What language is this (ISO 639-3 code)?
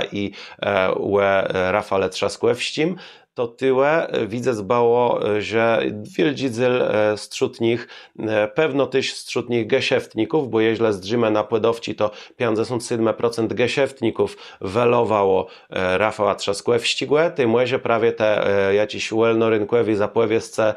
csb